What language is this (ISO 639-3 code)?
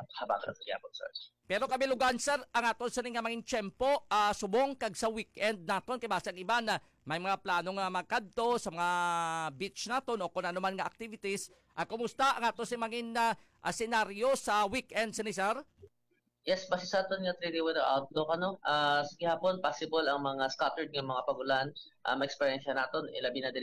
hil